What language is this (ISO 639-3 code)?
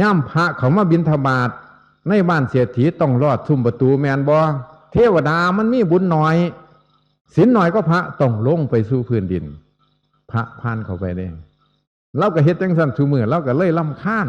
tts